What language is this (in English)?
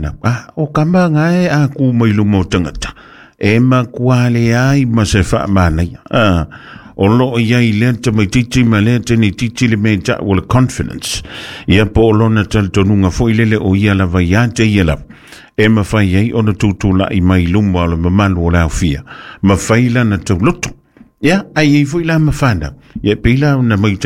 Samoan